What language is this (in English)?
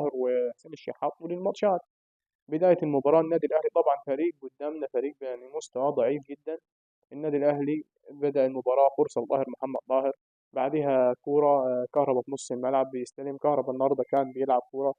Egyptian Arabic